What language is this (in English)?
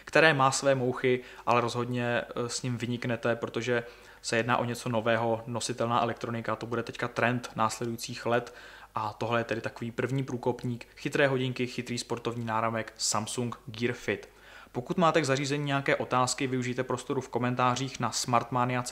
Czech